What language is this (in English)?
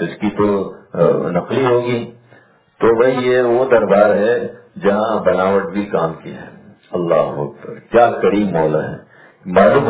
Urdu